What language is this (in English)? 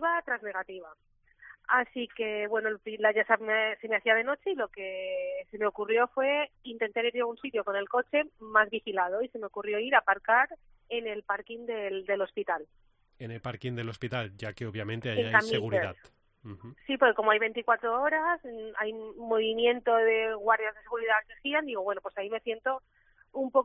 Spanish